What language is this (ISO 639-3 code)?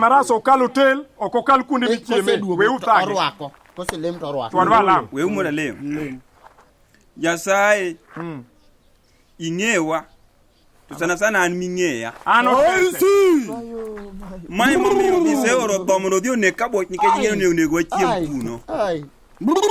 luo